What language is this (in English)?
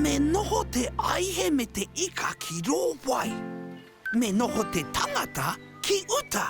Māori